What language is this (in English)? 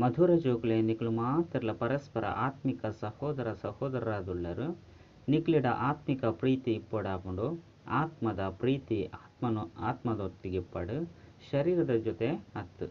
Tulu